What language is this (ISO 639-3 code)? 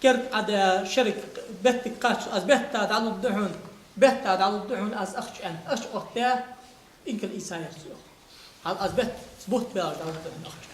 inh